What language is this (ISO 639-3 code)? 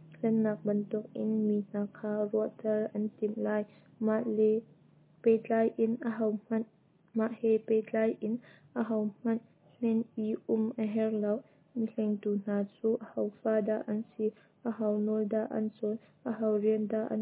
cnh